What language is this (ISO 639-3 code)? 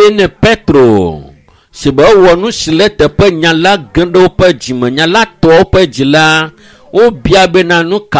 ewe